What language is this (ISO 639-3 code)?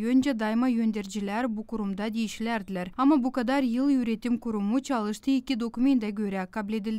gag